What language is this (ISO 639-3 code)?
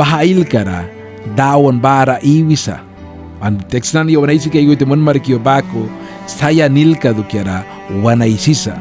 miq